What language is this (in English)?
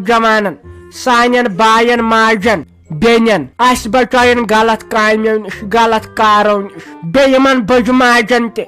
Kashmiri